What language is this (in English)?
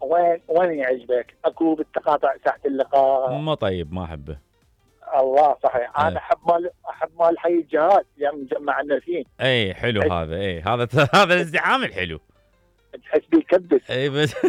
Mesopotamian Arabic